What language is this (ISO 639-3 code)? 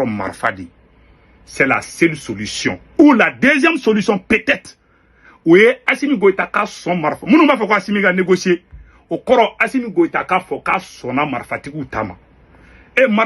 bam